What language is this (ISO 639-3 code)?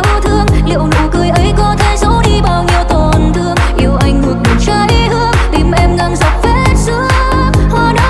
vie